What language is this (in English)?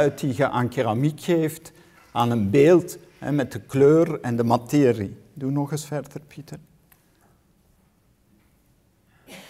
Dutch